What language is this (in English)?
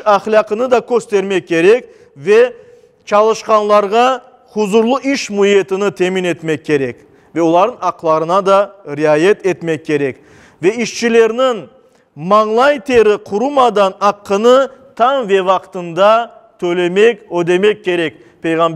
Crimean Tatar